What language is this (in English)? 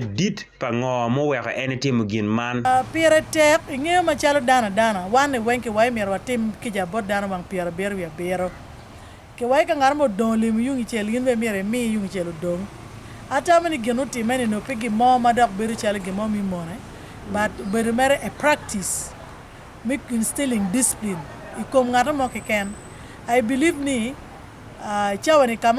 Acoli